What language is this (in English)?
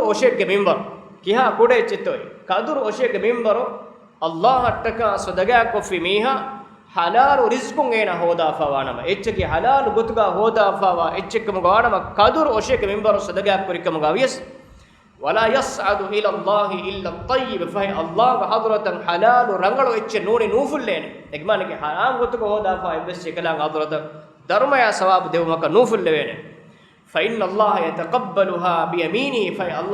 Divehi